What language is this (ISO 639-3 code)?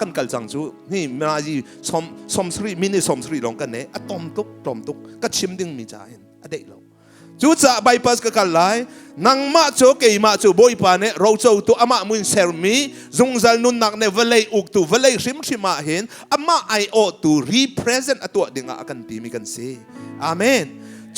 cnh